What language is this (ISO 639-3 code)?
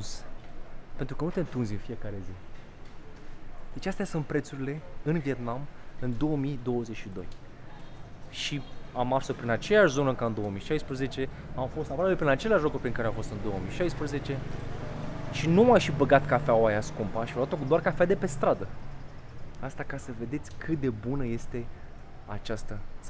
ron